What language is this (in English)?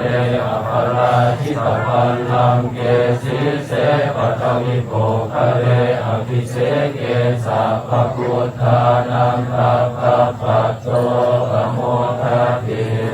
Pali